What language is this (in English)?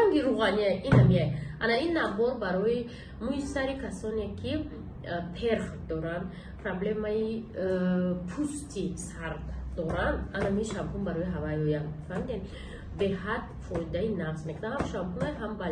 Tajik